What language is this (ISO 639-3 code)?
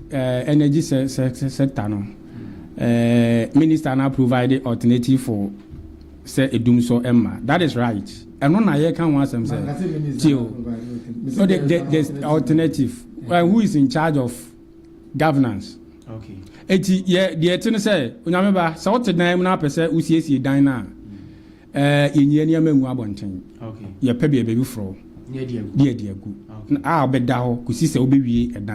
aka